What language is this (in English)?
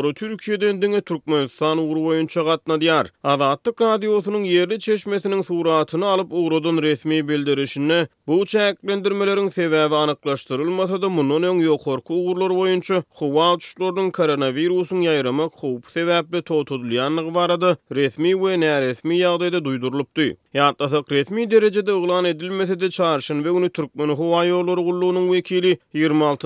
Turkmen